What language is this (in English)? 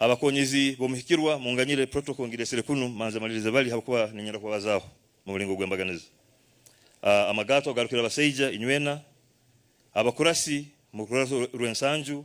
Nyankole